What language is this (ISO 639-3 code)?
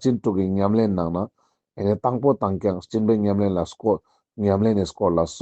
lbj